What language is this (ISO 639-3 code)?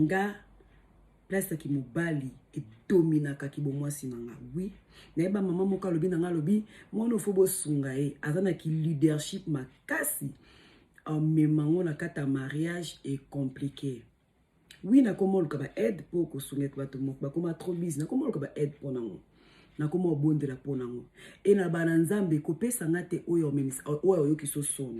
lin